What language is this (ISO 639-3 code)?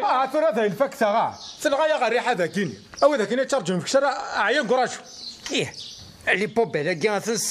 kab